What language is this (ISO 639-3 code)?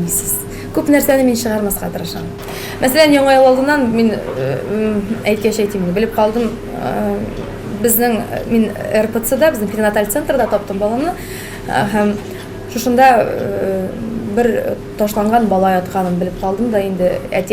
tat